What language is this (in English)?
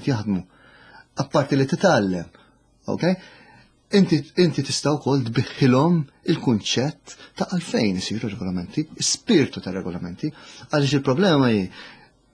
Maltese